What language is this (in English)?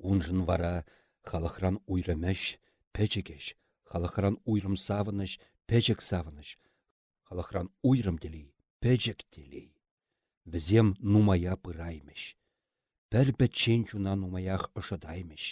Chuvash